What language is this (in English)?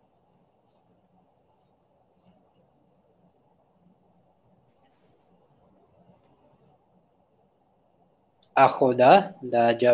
Filipino